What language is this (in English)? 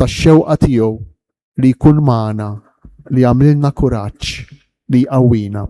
Maltese